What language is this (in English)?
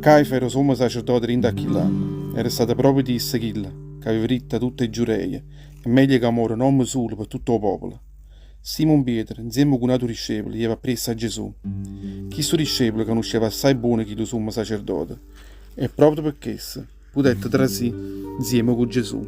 Neapolitan